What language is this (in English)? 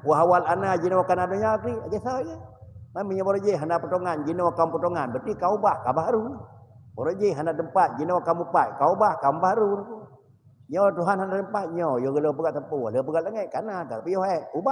Achinese